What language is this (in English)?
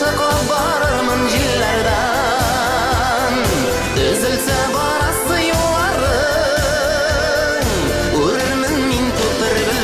Bashkir